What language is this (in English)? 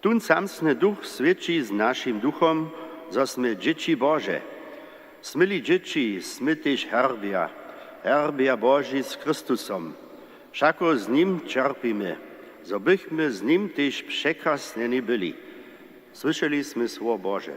Upper Sorbian